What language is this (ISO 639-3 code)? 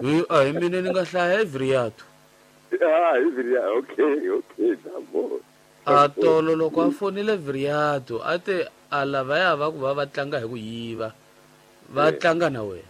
tso